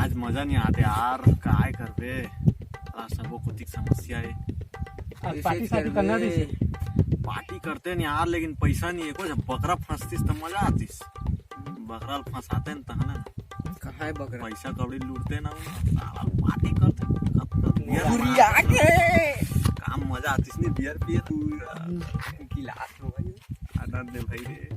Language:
Chhattisgarhi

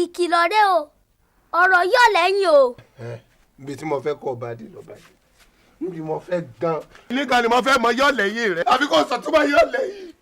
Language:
Yoruba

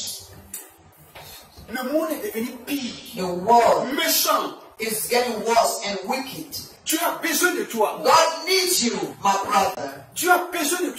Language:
French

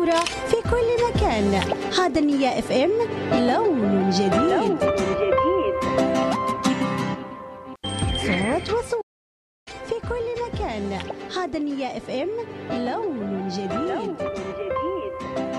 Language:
Arabic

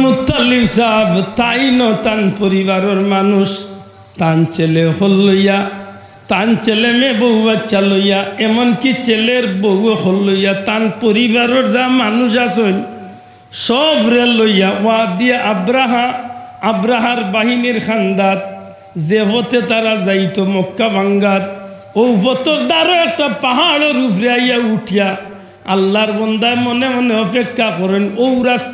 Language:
Sylheti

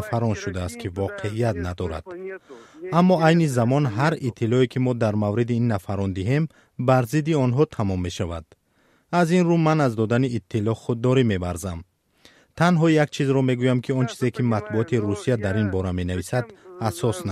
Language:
Tajik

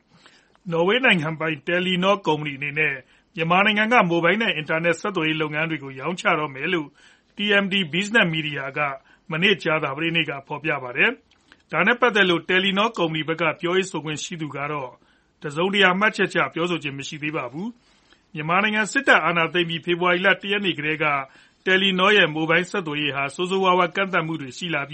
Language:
Burmese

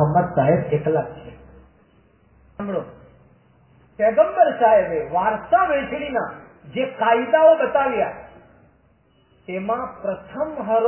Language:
Gujarati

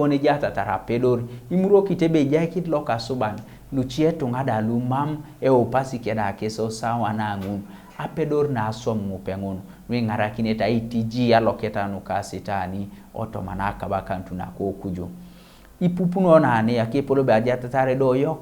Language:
Teso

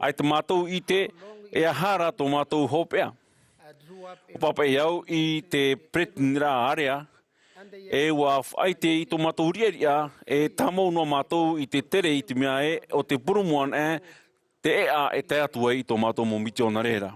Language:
Tahitian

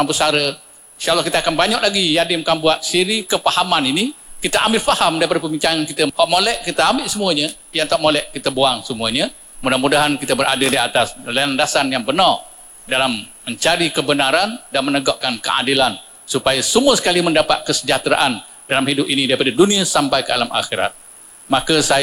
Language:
Malay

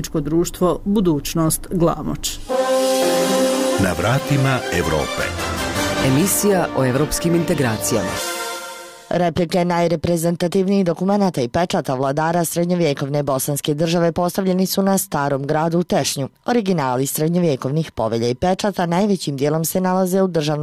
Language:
Bosnian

